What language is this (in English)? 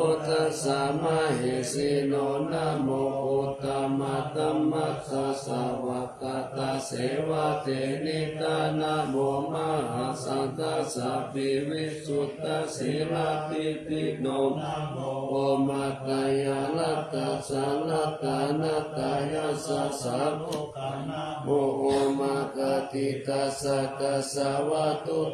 Pali